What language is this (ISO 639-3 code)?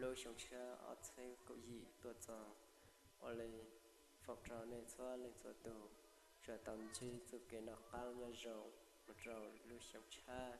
hmn